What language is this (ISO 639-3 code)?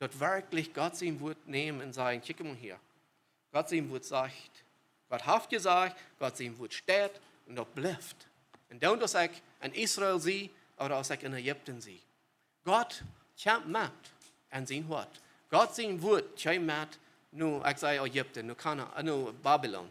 pdt